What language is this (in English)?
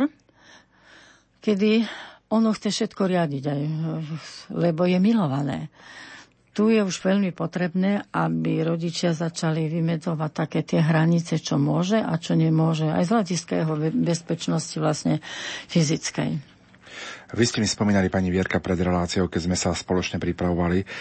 Slovak